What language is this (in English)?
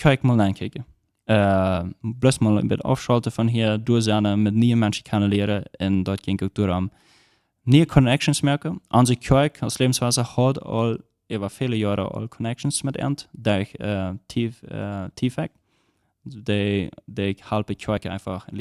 Plautdietsch